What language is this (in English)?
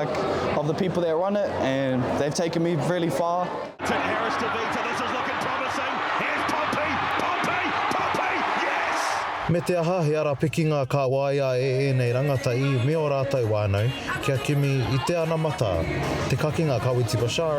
Māori